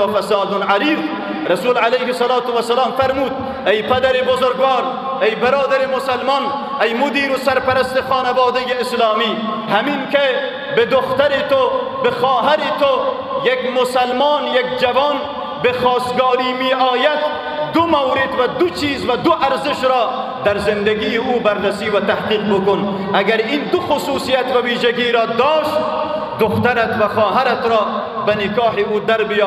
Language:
Persian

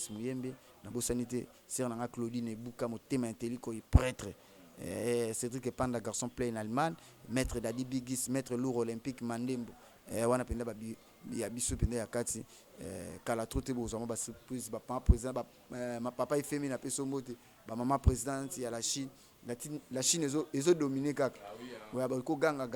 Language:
Lingala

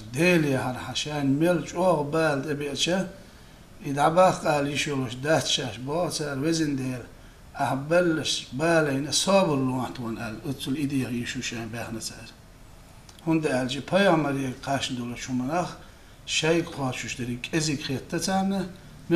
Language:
Chechen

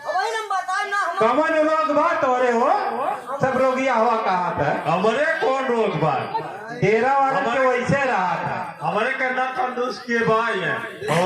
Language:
Awadhi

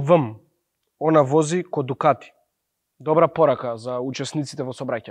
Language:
Macedonian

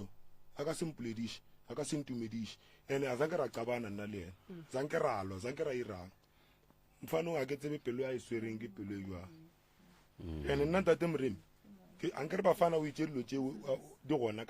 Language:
Northern Sotho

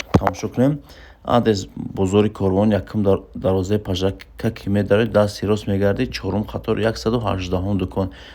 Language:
Tajik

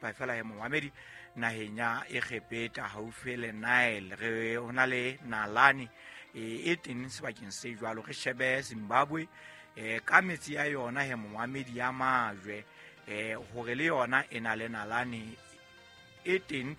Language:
Southern Sotho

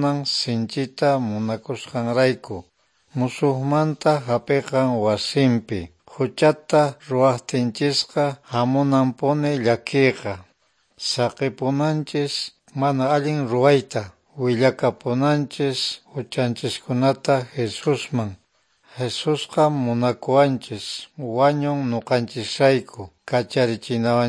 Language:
Quechua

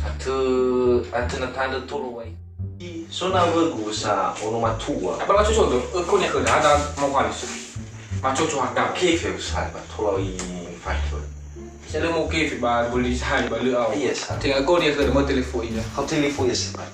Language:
Nias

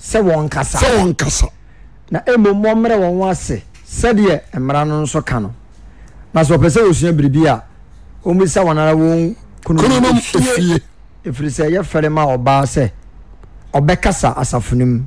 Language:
Akan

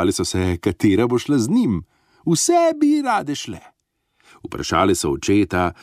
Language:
Slovenian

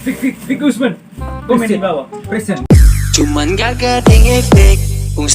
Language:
Manado Malay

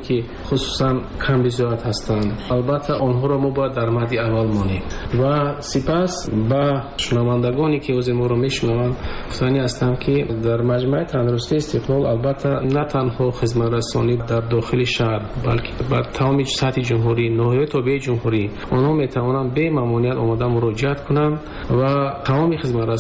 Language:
Tajik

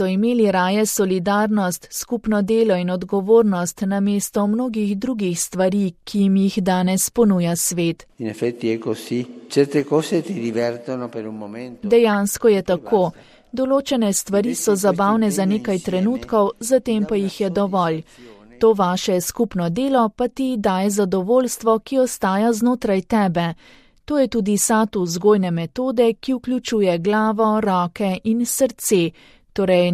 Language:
Slovenian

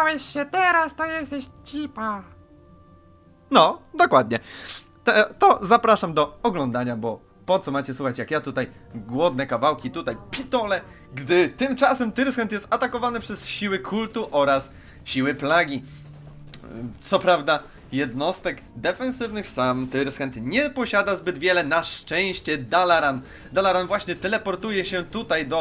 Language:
Polish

